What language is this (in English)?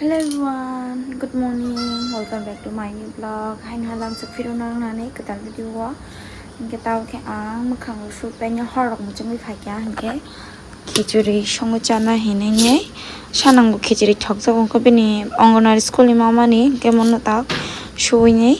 Kok Borok